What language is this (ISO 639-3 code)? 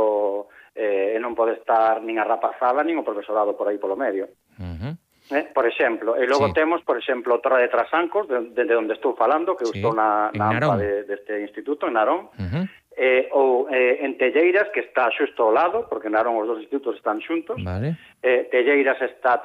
glg